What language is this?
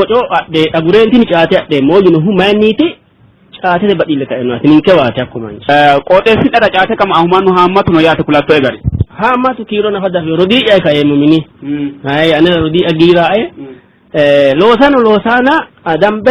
Sidamo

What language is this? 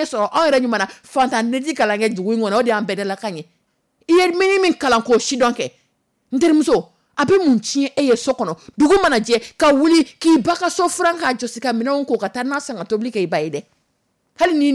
Dyula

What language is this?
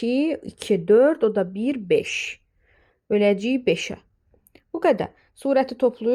Azerbaijani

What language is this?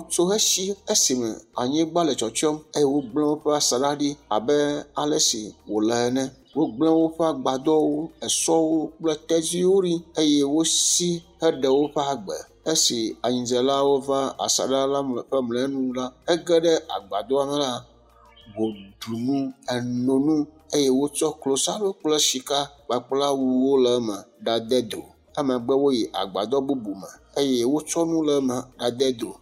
Ewe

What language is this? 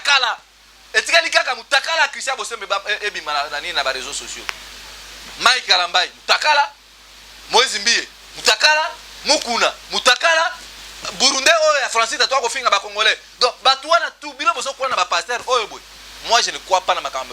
Lingala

